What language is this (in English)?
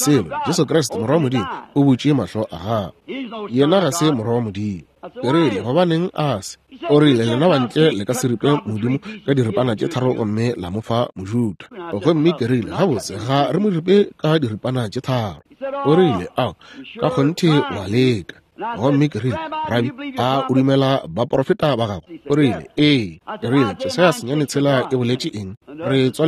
Northern Sotho